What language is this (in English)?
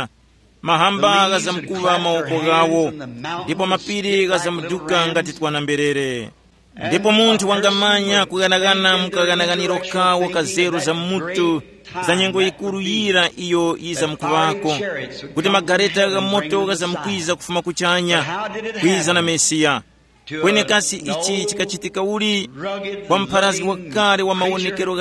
Tumbuka